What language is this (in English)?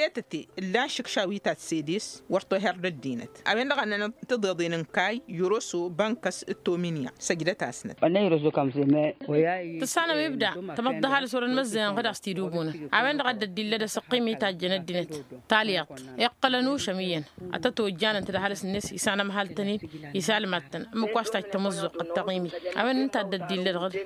Tamasheq